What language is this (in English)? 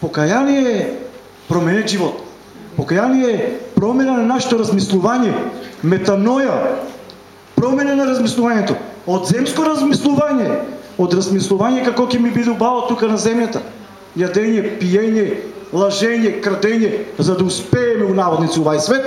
Macedonian